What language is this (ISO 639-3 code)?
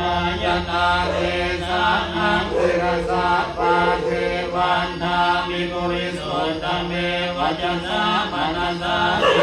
pli